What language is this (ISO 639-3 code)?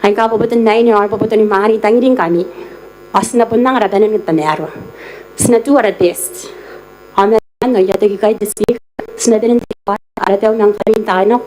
gil